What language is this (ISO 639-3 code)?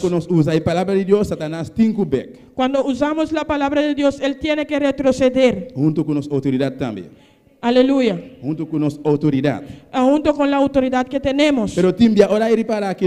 pap